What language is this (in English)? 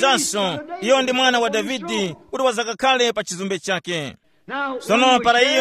Tumbuka